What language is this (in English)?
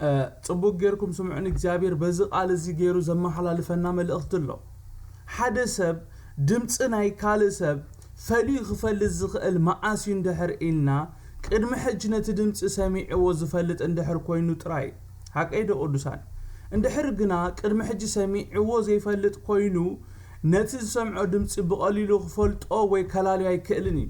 Tigrinya